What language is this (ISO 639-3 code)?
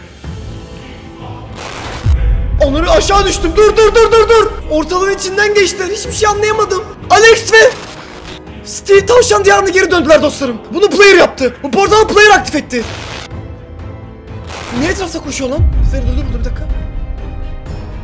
tur